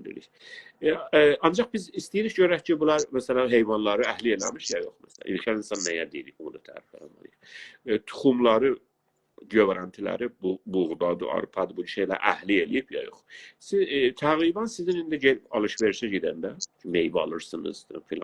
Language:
South Azerbaijani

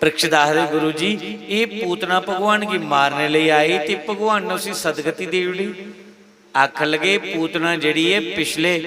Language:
Dogri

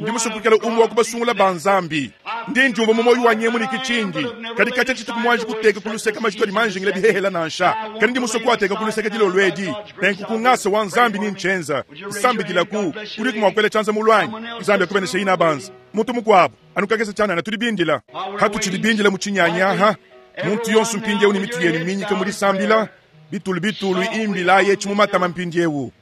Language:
Luba-Lulua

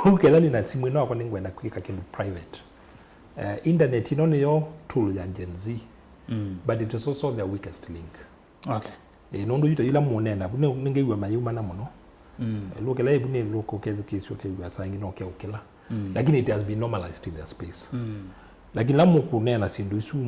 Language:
Kamba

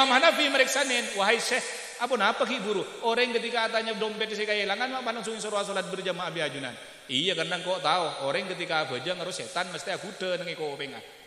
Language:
Madurese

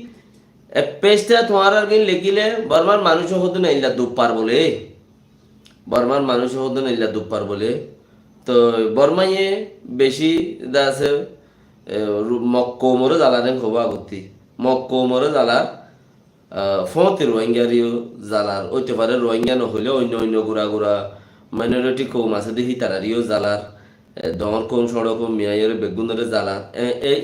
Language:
Rohingya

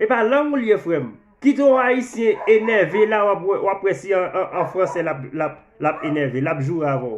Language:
Haitian Creole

